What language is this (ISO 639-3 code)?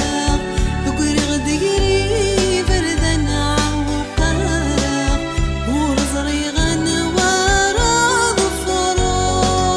kab